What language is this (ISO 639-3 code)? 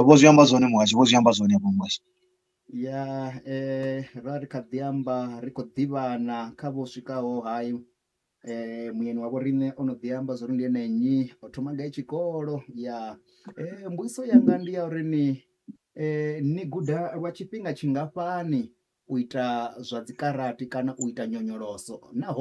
ven